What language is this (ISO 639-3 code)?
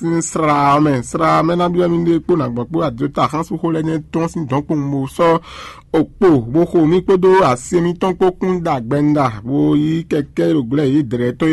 fon